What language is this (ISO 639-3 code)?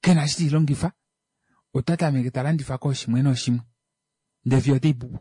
kua